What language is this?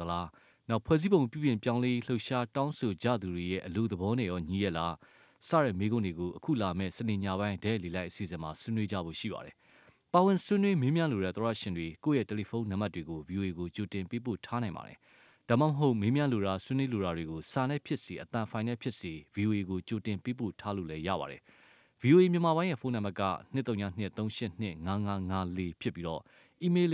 Burmese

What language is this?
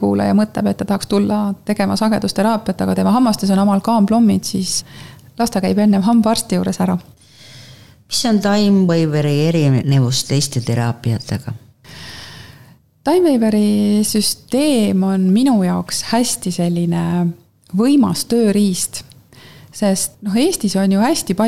Estonian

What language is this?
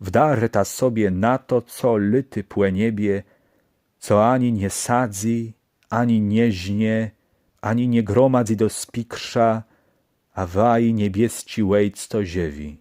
Kashubian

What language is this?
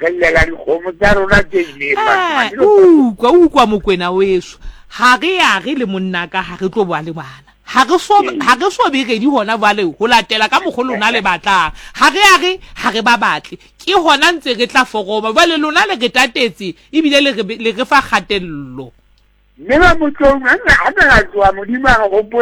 Southern Sotho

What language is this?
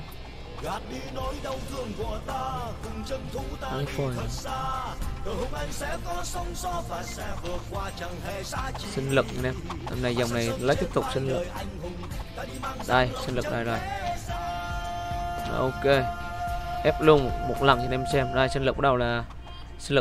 Vietnamese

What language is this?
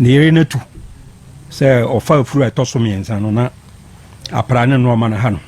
Akan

